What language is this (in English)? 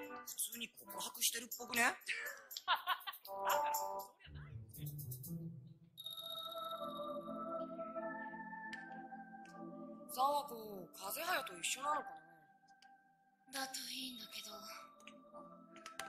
Japanese